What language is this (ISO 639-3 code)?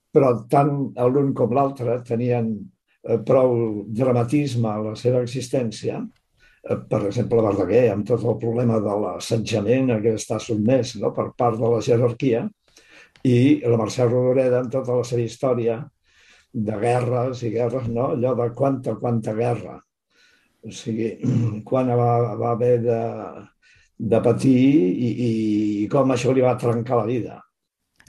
cat